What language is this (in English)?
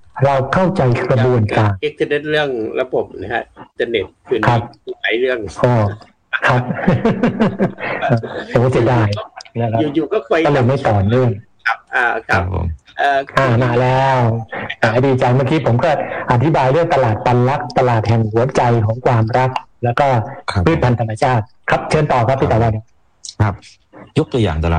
Thai